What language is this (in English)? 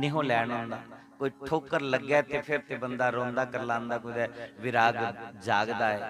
Dogri